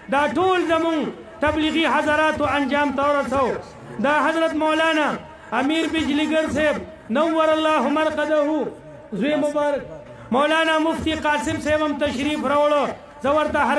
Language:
Pashto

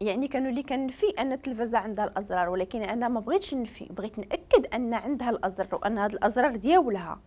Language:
Moroccan Arabic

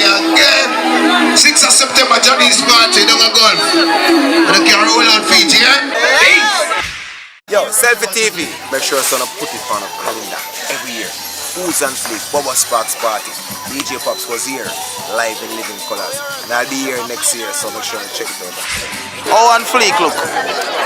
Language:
Jamaican Creole English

